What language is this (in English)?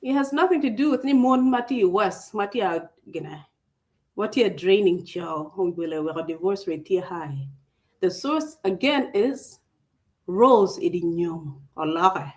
Acoli